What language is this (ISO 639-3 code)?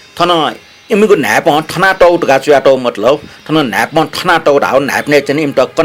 new